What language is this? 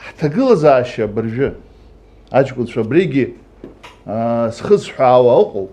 Abkhazian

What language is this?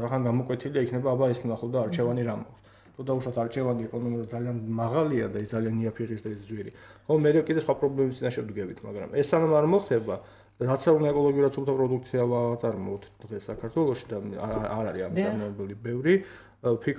Georgian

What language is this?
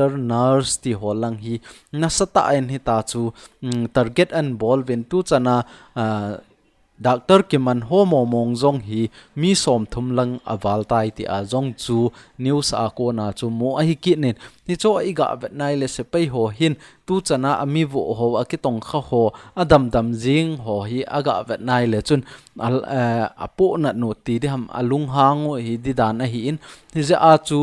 Thado Chin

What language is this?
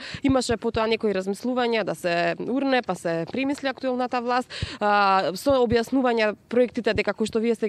Macedonian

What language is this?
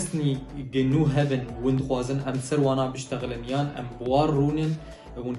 Kurdish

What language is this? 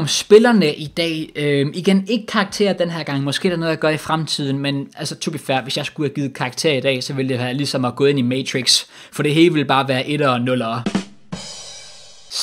Danish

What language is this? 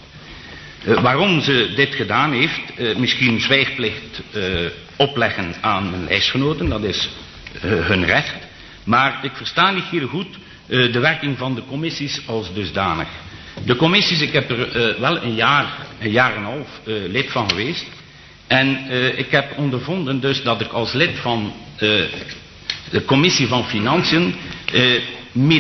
Dutch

